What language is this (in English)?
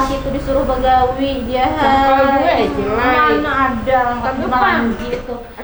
Banjar